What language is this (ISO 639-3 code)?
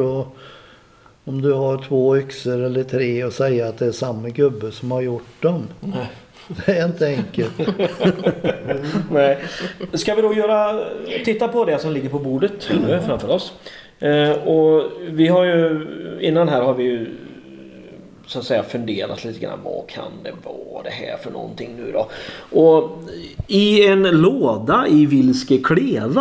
swe